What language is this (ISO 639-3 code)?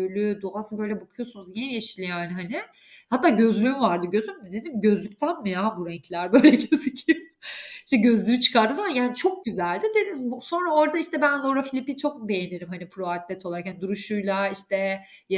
tur